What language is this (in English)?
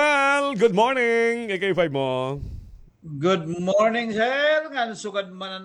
Waray